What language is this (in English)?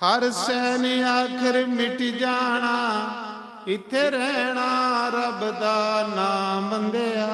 Dogri